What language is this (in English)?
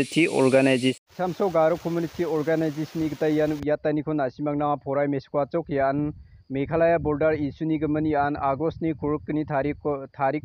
Garo